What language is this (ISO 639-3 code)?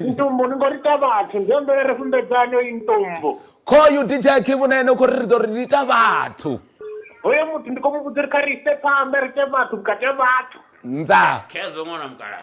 ven